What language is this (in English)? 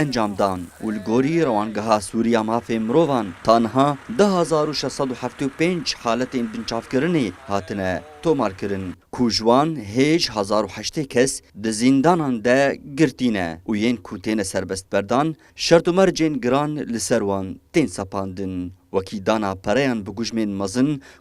Kurdish